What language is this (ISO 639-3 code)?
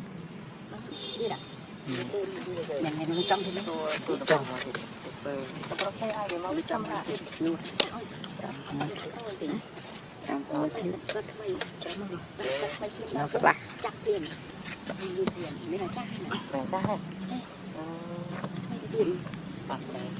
vie